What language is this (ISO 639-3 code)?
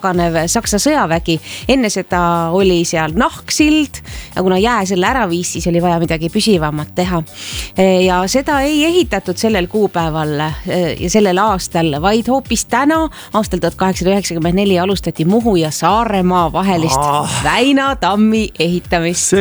est